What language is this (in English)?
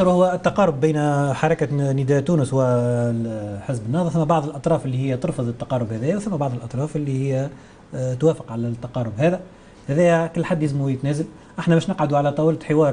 Tunisian Arabic